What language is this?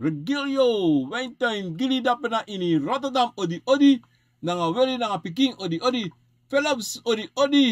Sranan Tongo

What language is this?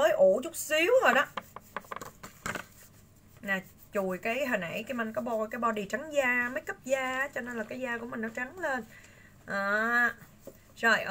Vietnamese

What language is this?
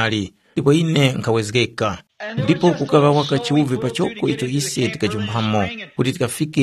Tumbuka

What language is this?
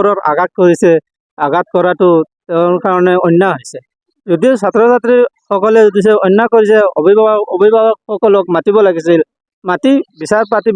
Assamese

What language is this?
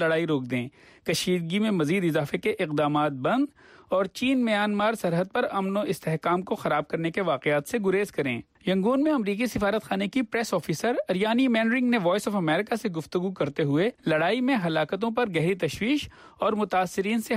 Urdu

